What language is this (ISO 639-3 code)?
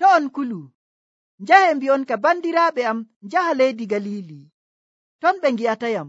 fuv